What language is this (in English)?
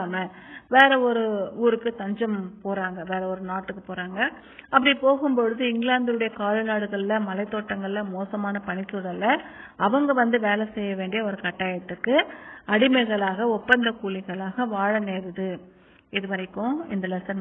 Tamil